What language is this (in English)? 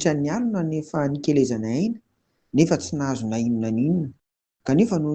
Malagasy